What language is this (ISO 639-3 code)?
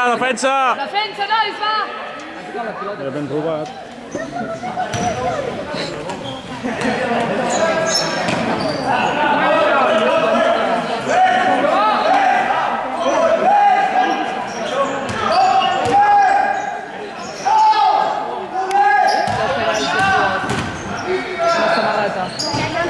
cat